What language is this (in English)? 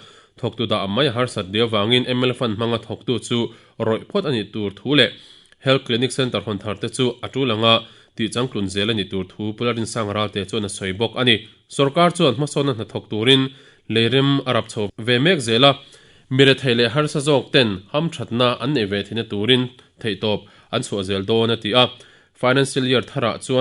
Mizo